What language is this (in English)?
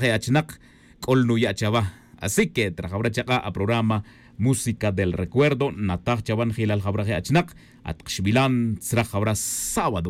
Tz'utujil